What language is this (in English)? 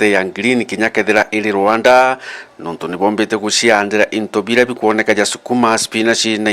Meru